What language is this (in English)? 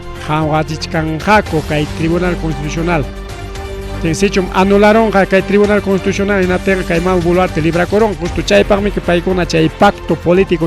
Ayacucho Quechua